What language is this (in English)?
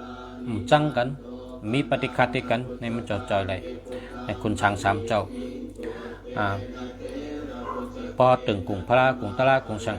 Shan